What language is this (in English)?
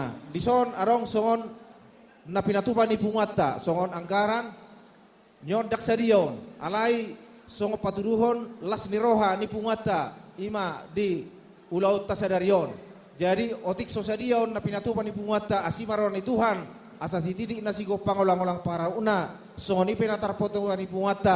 Batak Toba